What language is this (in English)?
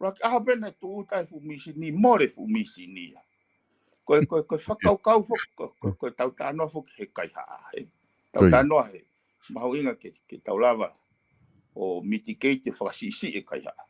Tongan